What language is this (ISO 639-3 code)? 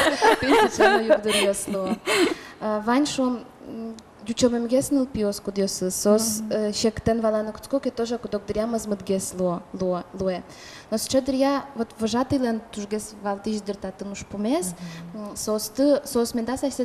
udm